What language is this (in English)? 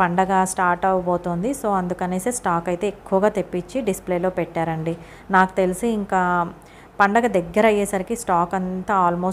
Telugu